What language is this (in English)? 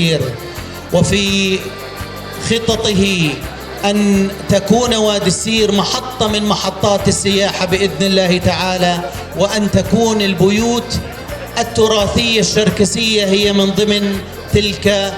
North Levantine Arabic